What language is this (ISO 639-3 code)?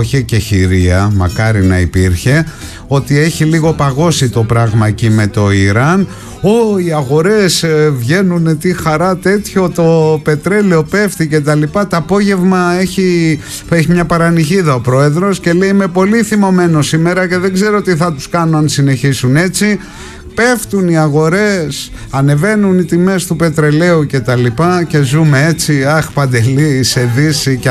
ell